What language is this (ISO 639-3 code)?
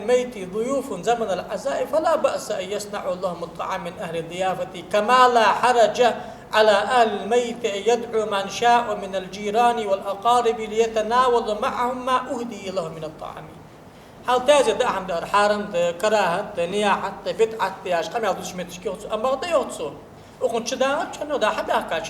inh